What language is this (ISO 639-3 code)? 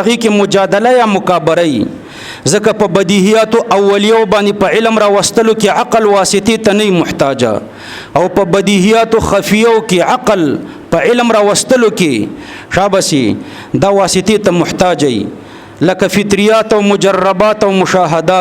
pus